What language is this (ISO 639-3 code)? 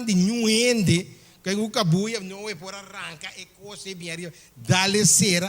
pap